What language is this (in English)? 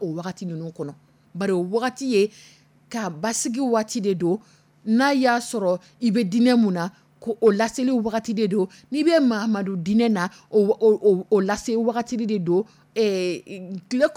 Dyula